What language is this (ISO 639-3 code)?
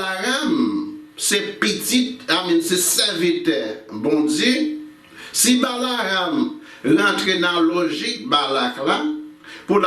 hat